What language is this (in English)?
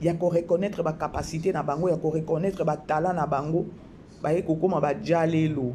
Lingala